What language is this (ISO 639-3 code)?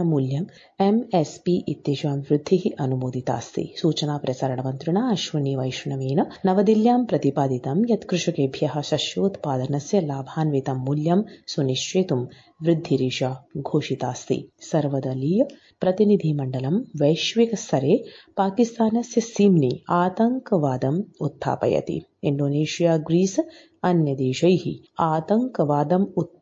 san